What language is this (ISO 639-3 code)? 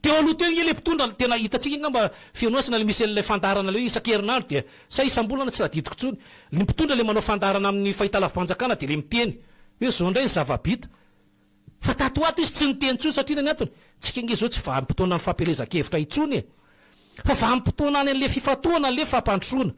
mlg